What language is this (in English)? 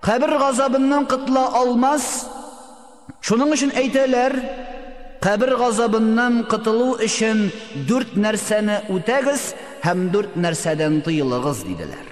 Tatar